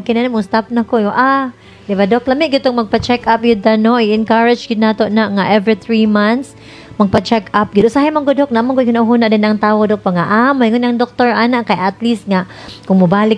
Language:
Cebuano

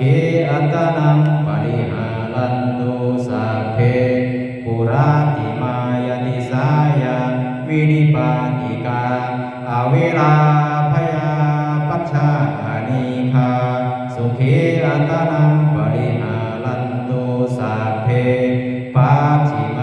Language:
Pali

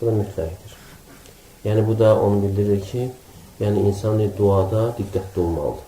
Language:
Azerbaijani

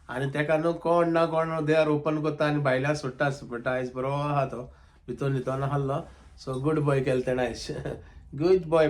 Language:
Konkani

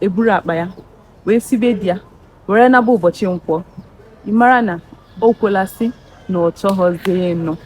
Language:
Igbo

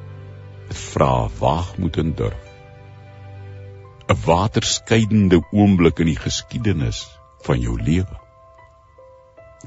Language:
Afrikaans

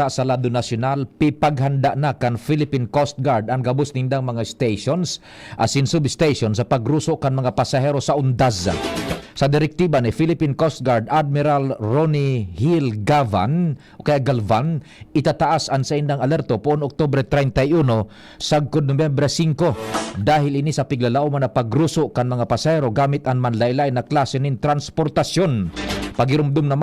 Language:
Bikol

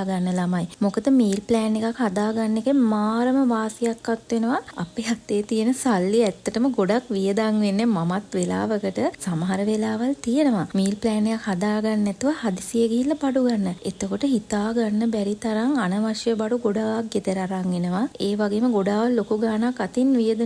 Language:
Sinhala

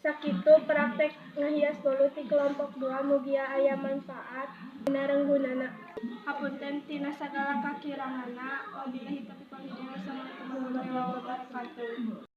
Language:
Sundanese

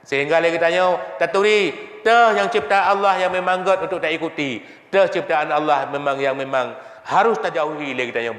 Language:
Achinese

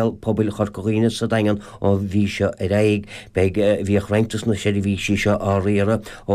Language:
Irish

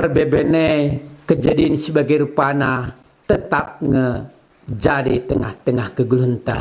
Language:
Batak Karo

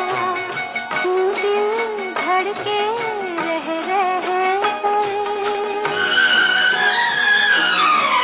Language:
Hindi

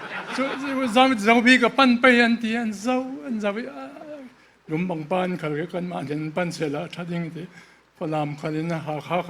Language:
Falam Chin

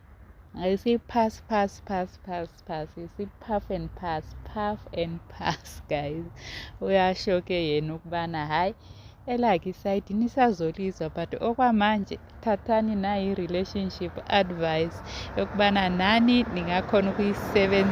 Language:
Zulu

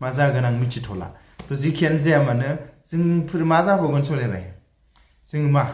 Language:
Bodo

